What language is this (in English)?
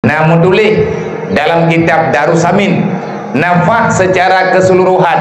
Achinese